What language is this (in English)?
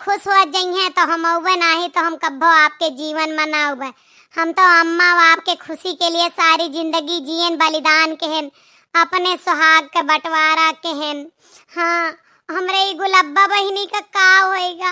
Awadhi